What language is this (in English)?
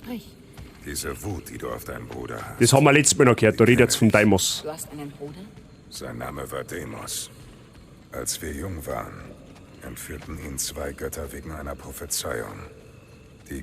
Bavarian